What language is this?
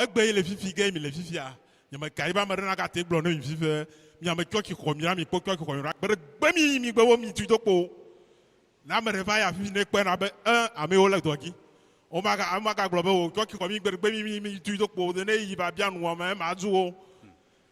Ewe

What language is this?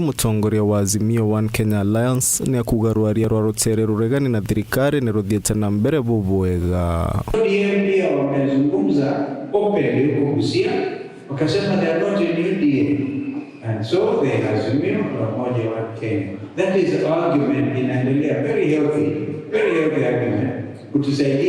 Meru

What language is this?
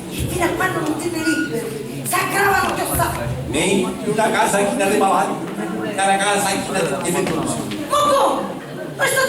Sicilian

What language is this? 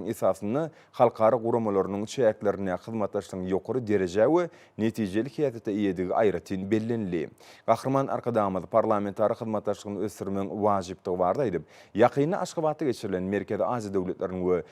Turkmen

